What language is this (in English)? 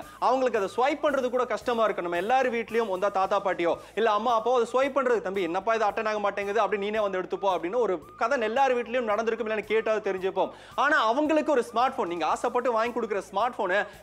Tamil